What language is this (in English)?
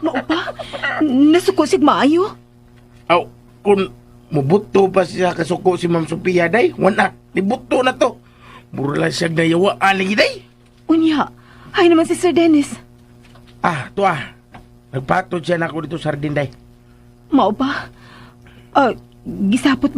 Cebuano